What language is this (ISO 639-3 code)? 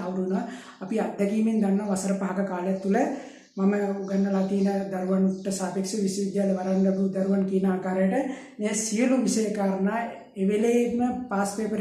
sin